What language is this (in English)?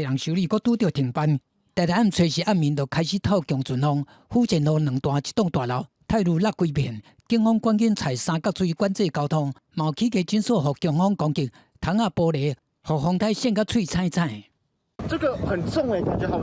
Min Nan Chinese